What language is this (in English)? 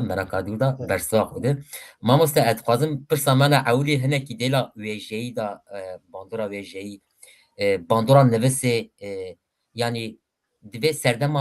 Kurdish